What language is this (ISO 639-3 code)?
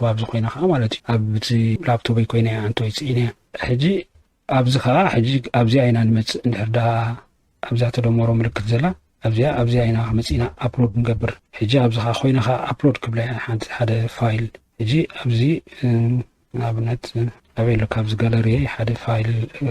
tir